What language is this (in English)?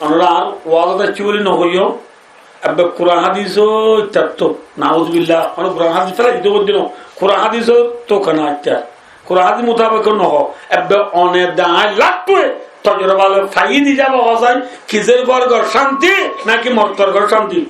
Rohingya